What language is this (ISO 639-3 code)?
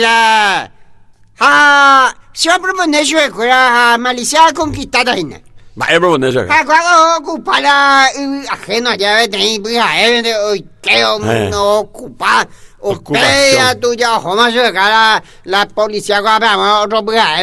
grn